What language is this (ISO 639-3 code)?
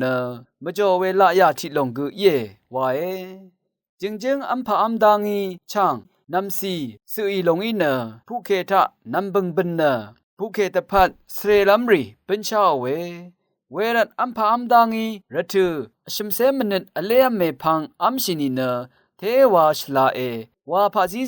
raw